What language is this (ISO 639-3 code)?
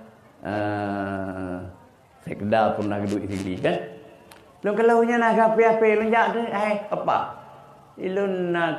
ace